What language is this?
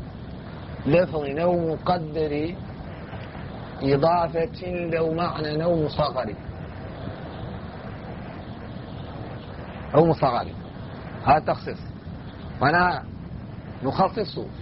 Arabic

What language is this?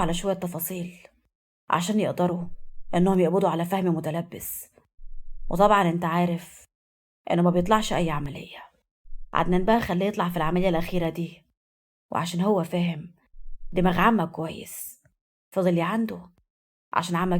Egyptian Arabic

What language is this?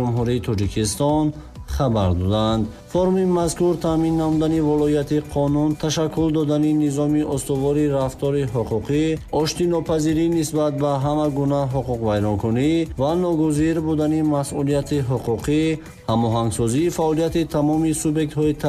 Tajik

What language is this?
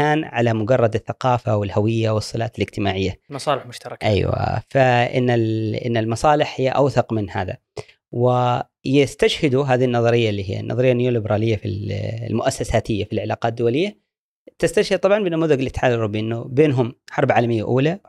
Gulf Arabic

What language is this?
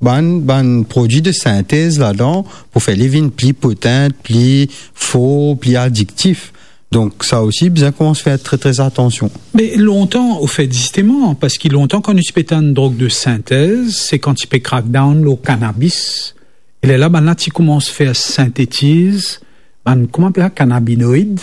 Morisyen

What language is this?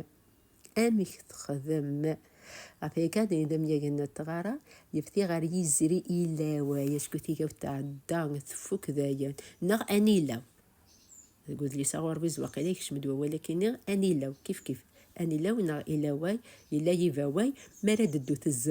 Kabyle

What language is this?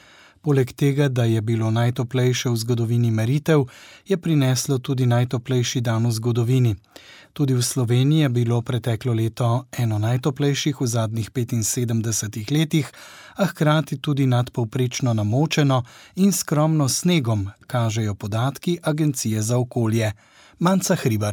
Slovenian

